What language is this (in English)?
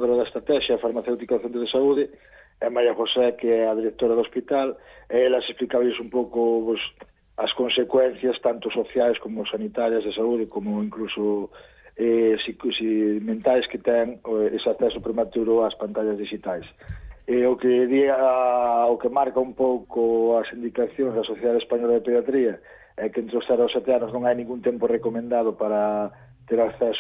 Galician